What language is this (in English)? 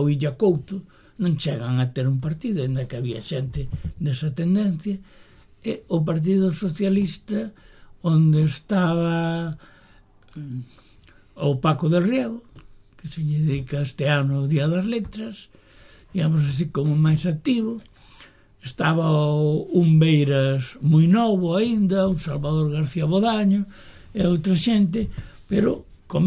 Galician